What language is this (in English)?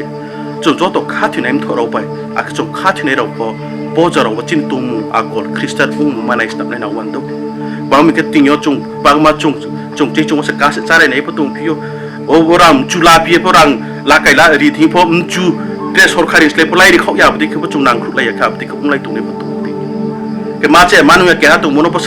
Riang (India)